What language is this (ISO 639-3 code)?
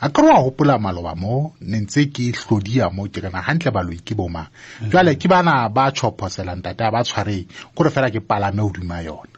sot